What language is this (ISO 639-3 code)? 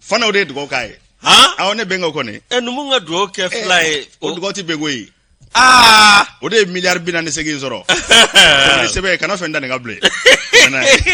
bam